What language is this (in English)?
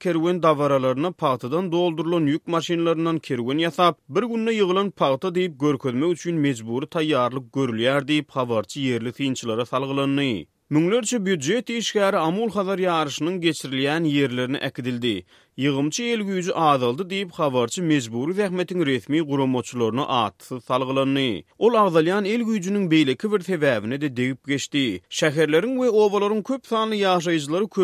Turkmen